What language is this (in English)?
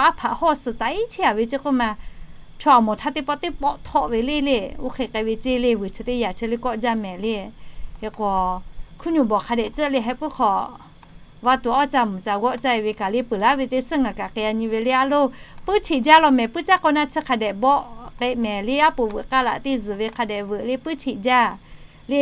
Lahu